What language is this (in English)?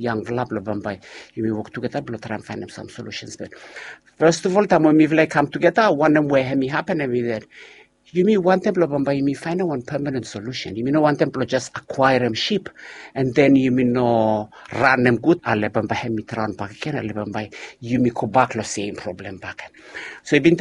Bislama